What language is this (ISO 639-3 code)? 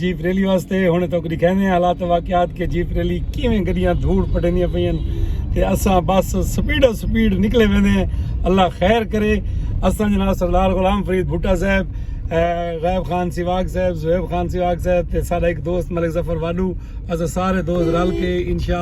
skr